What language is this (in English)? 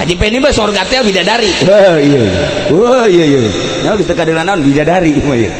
Sundanese